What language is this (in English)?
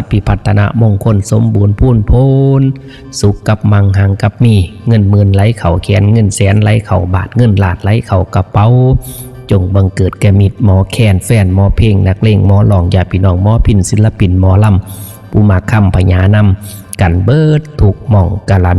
Northeastern Thai